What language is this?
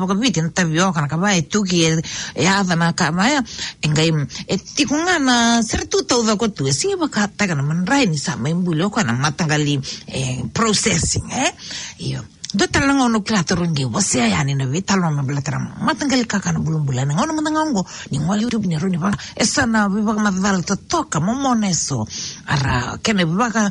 Fijian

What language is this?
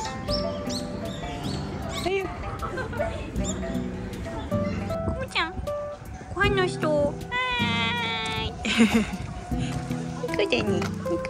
Japanese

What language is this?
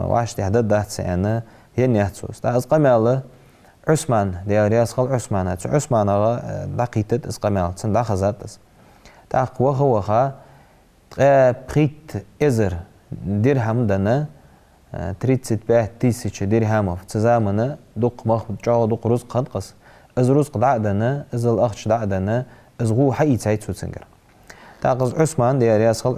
Ingush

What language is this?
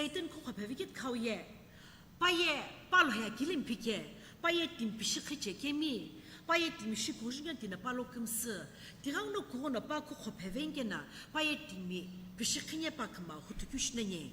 Sumi Naga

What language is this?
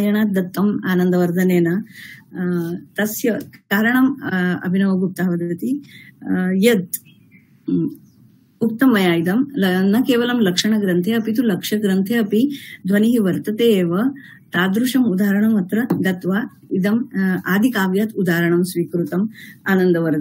Sanskrit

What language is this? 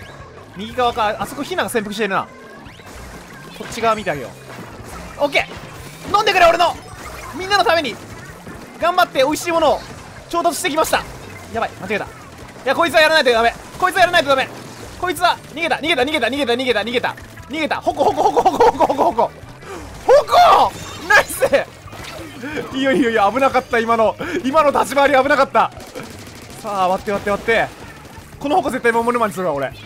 Japanese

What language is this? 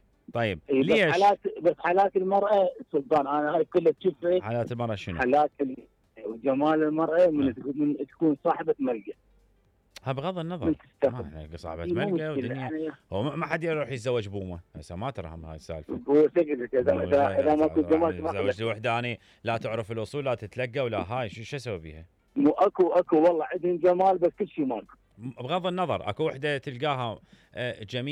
Mesopotamian Arabic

